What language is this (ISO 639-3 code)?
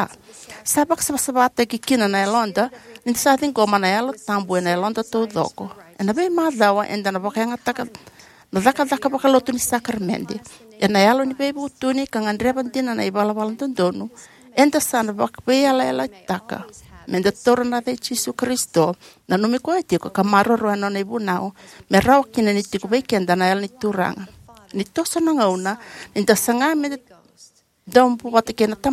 fij